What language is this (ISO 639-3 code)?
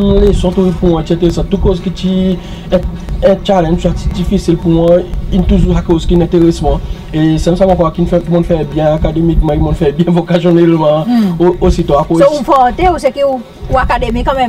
crs